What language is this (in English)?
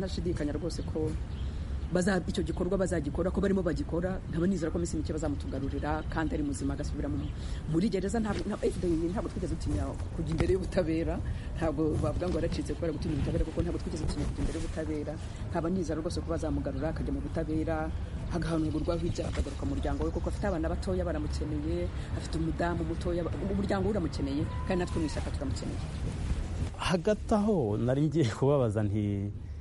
Kinyarwanda